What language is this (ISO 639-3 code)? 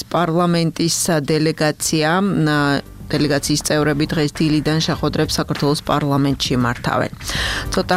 kat